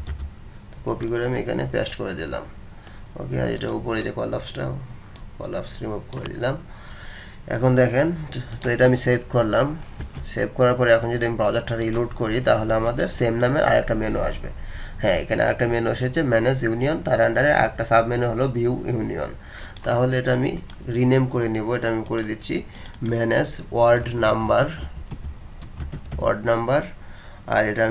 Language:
Bangla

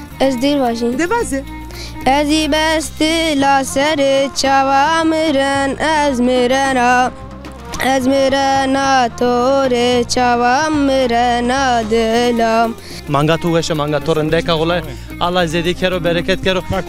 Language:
Zaza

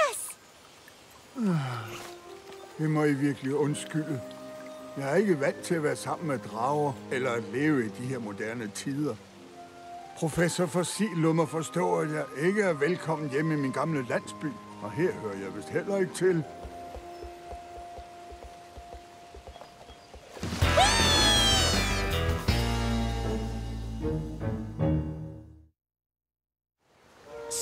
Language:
Danish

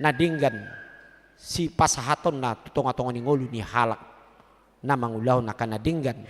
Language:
Batak Toba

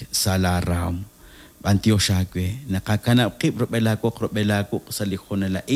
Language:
Kekchí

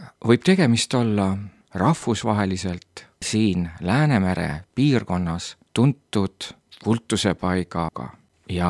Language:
Estonian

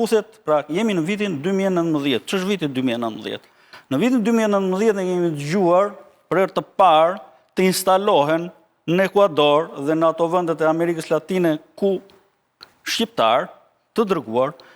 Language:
Albanian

